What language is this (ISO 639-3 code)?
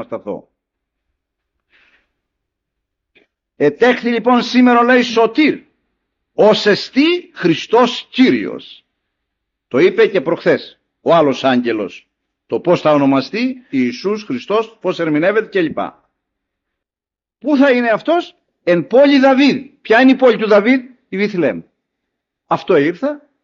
ell